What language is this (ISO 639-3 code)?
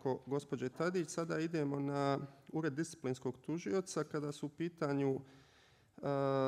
bos